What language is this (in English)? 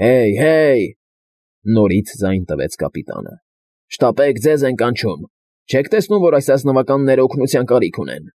Armenian